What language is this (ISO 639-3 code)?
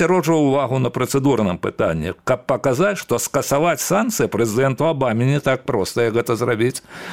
bel